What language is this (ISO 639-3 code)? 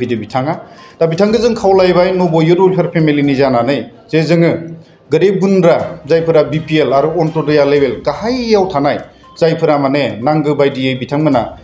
brx